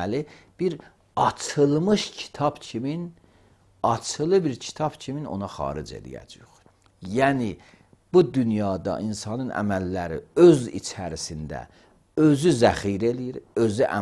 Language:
Azerbaijani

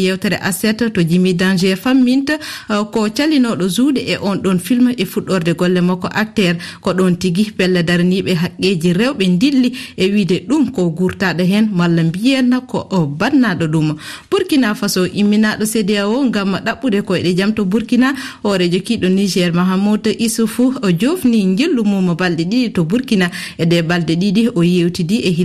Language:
Fula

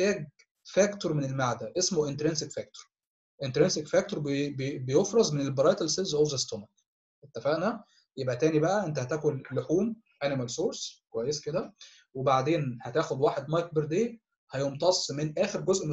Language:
Egyptian Arabic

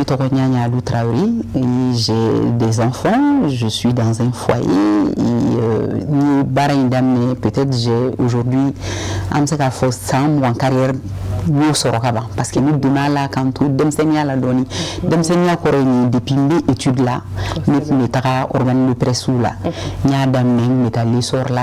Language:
Bambara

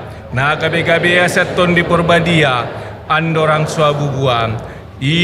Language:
Batak Toba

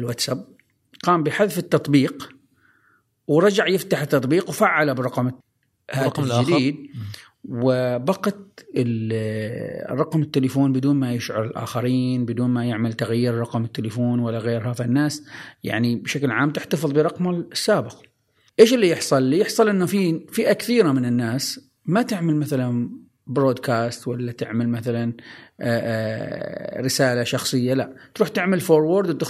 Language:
Gulf Arabic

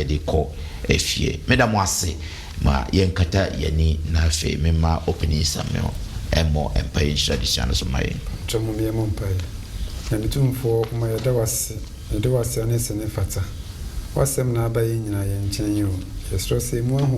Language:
Akan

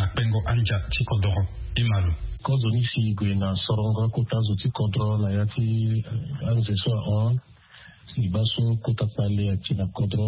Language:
Sango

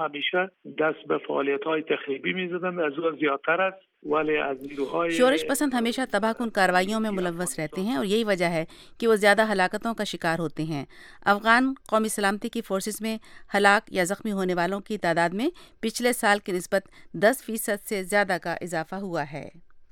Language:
Urdu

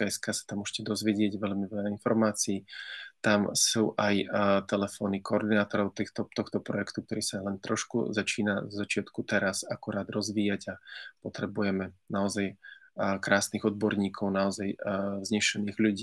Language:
Slovak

